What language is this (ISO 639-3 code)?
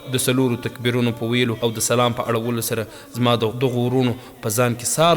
pus